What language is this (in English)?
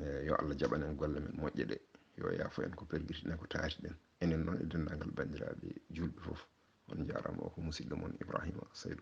Fula